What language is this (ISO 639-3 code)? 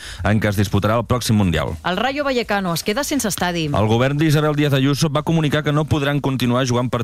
cat